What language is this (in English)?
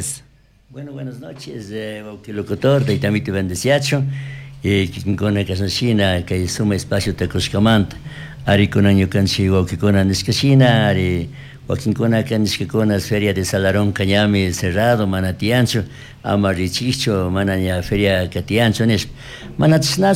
Chimborazo Highland Quichua